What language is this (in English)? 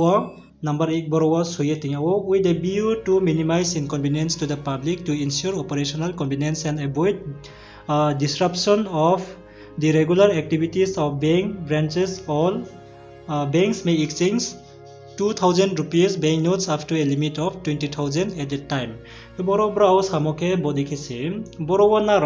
Riang (India)